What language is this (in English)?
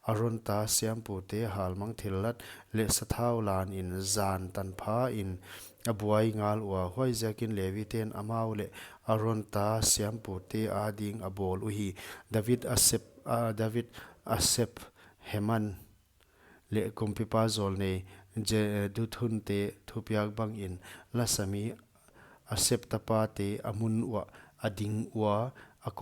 Paite Chin